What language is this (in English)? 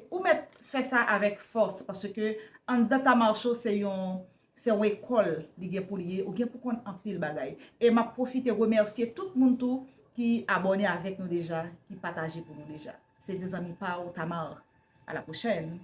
Haitian Creole